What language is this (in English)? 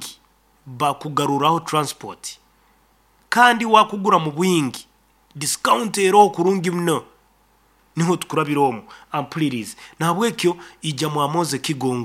Nyankole